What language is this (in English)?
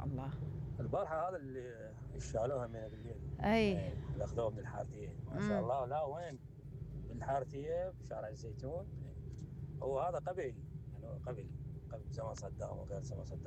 Mesopotamian Arabic